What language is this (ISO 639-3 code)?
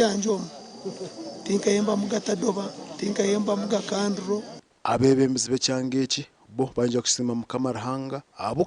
nyn